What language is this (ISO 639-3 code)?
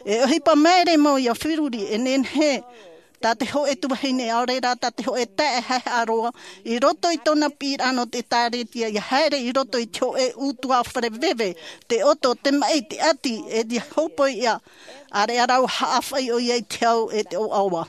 tah